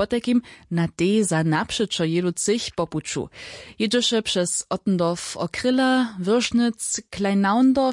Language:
Upper Sorbian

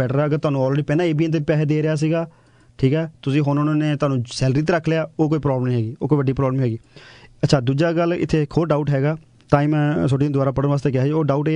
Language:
Punjabi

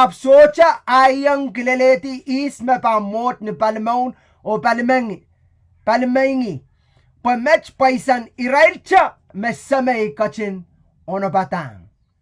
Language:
Pohnpeian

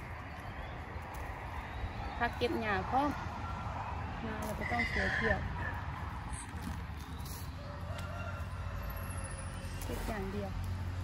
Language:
Thai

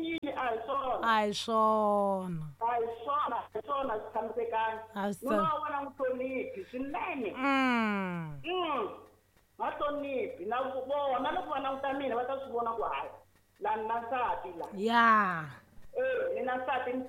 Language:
Tsonga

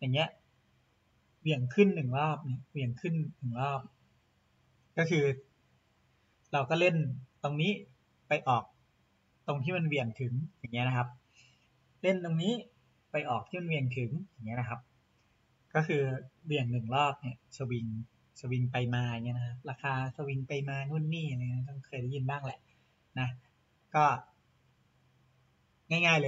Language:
Thai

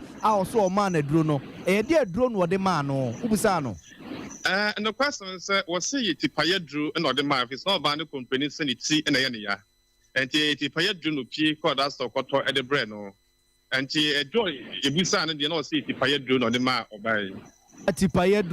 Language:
Akan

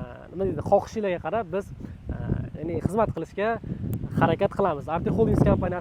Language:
Uzbek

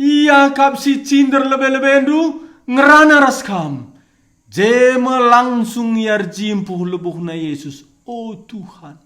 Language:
Batak Karo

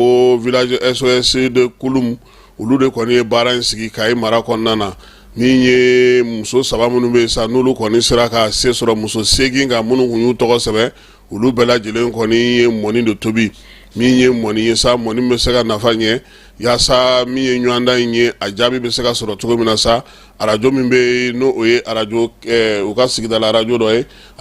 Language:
Bambara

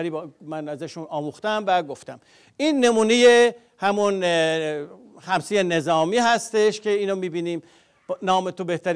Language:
Persian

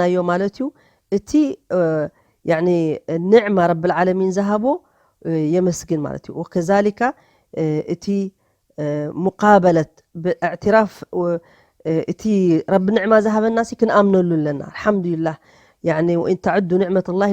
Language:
Tigrinya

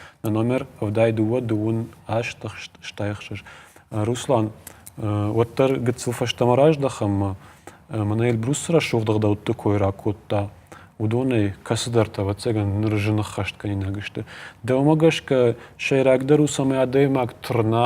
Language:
Ossetic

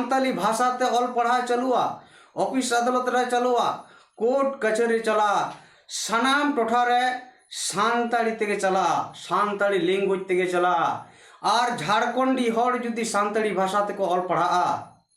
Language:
Santali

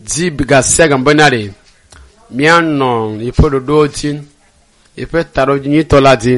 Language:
Ewe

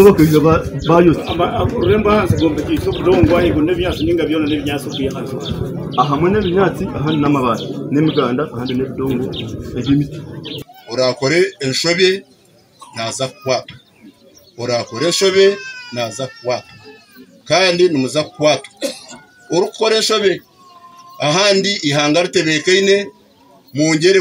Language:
Nyankole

